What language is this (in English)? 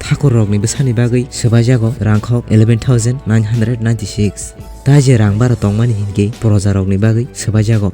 Kok Borok